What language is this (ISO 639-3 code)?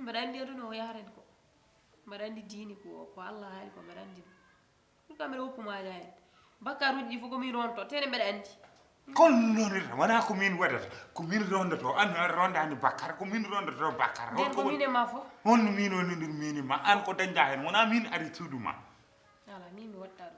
ful